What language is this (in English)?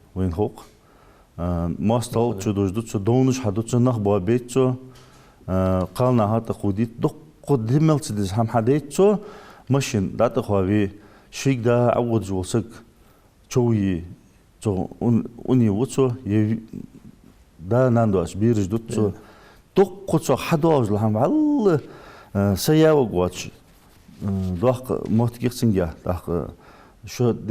Ingush